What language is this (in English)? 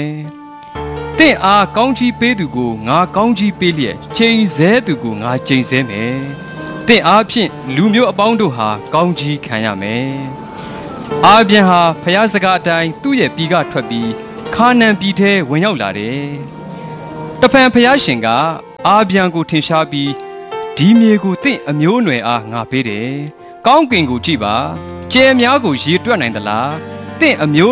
Burmese